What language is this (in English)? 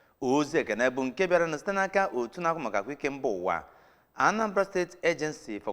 Igbo